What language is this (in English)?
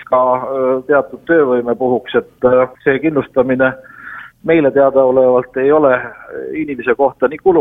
Estonian